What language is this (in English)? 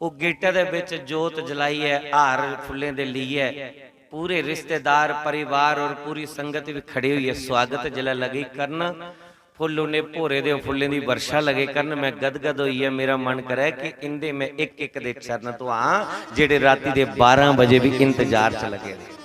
Dogri